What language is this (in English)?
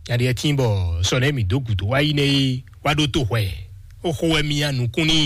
Fon